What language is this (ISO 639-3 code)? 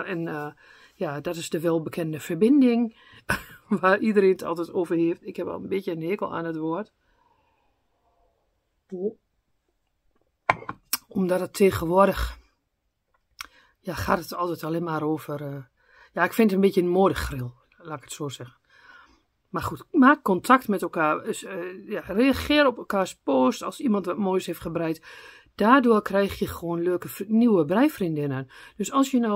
nld